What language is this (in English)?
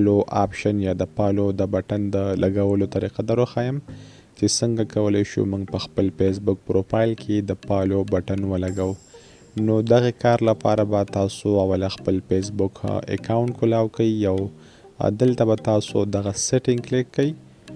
Pashto